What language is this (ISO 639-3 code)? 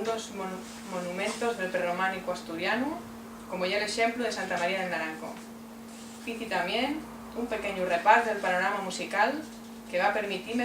ast